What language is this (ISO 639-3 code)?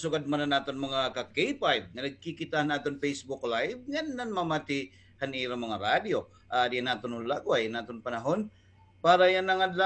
war